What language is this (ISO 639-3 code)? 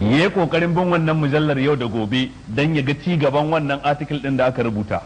hau